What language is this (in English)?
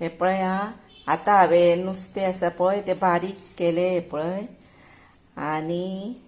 Konkani